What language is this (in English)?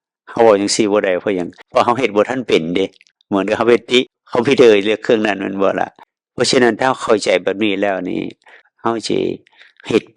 Northeastern Thai